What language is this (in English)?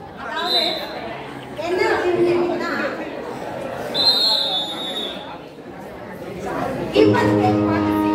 Tamil